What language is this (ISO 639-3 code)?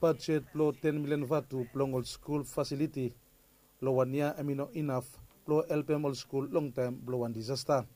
bis